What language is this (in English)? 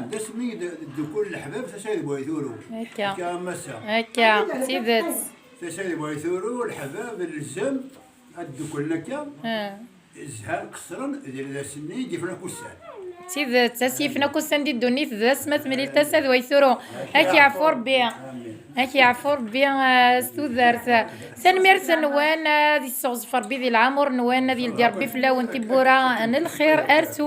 Kabyle